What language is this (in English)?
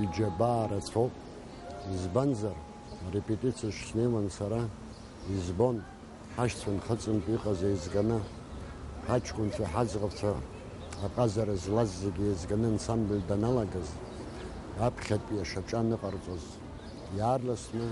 Abkhazian